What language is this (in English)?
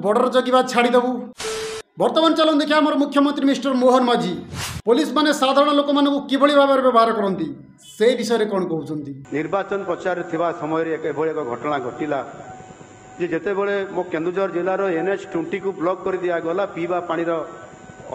Odia